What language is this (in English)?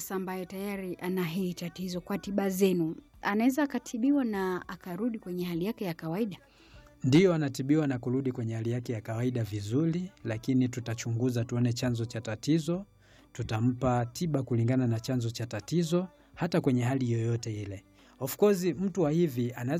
Swahili